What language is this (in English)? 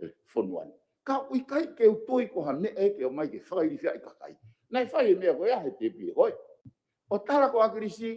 Tongan